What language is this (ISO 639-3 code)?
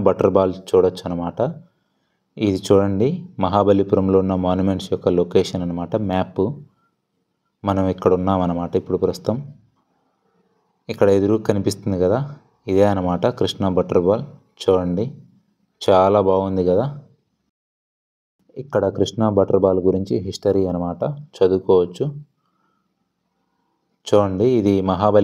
tel